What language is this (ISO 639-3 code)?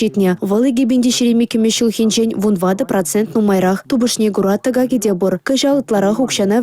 chv